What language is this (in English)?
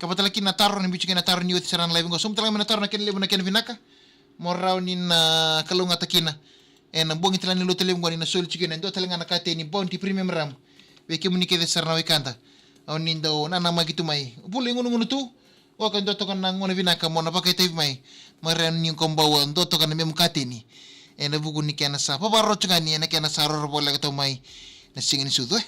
Fijian